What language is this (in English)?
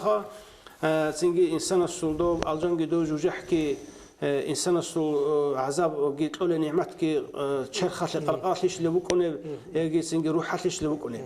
Avaric